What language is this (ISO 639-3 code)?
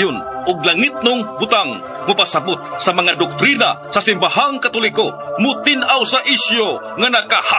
ceb